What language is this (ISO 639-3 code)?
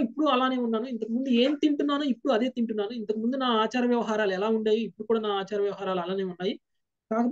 tel